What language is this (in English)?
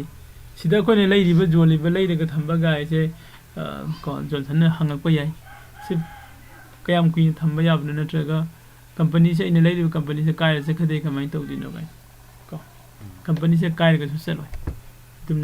Manipuri